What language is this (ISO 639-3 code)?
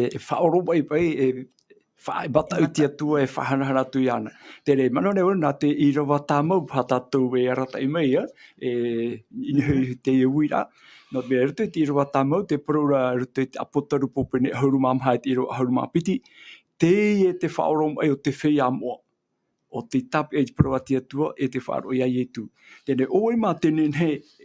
tah